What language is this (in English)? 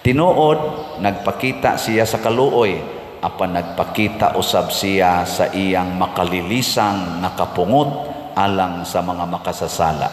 Cebuano